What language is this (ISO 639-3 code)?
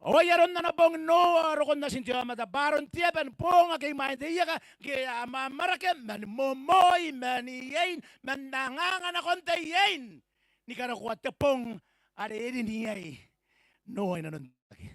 gil